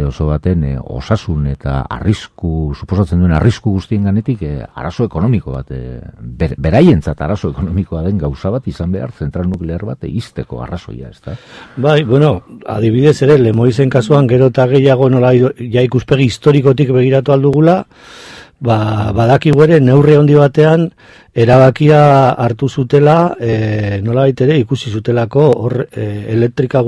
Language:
Basque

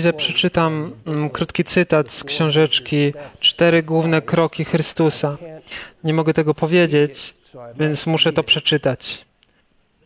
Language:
Polish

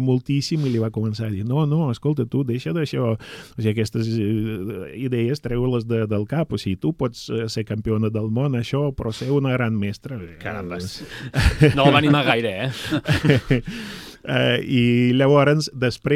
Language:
Catalan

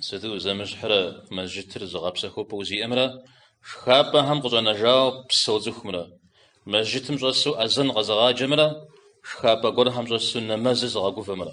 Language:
Kabardian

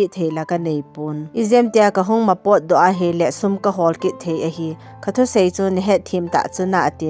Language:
Thado Chin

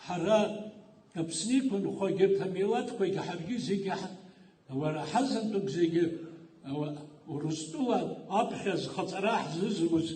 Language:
Abkhazian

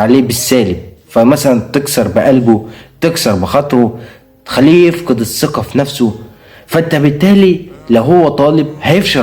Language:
Egyptian Arabic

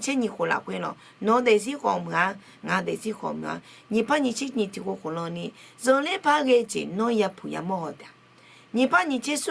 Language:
Akha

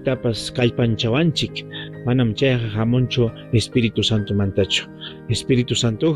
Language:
Ayacucho Quechua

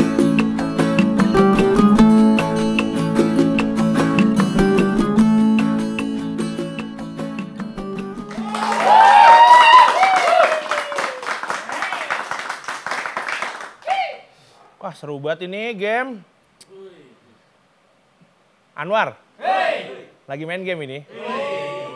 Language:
Indonesian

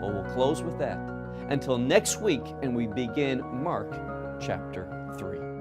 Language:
English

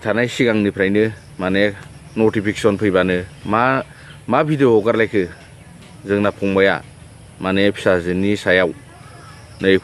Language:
Bodo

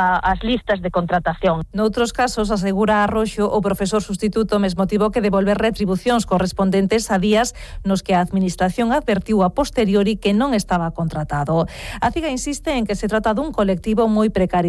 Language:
Galician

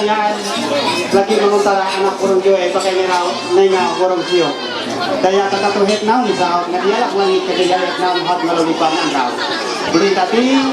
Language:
Ma'anyan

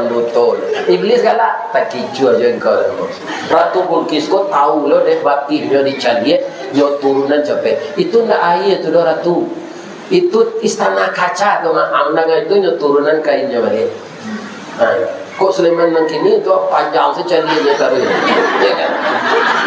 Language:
Minangkabau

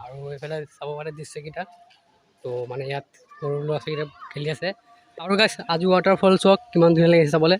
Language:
Assamese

